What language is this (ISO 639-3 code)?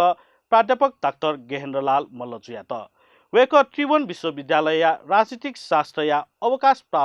new